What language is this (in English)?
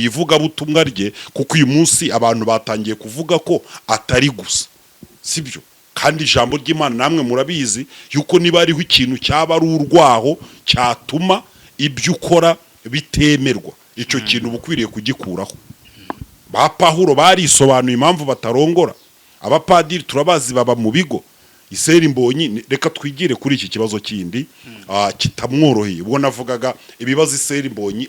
Kinyarwanda